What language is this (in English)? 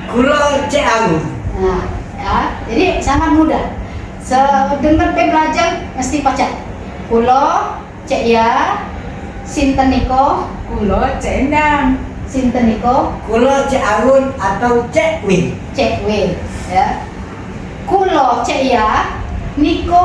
Musi